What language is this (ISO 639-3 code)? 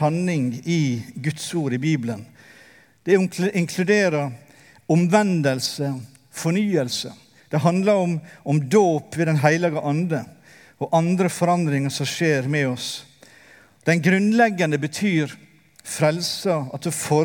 nor